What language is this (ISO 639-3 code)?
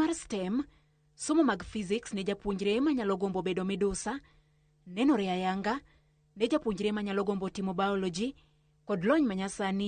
luo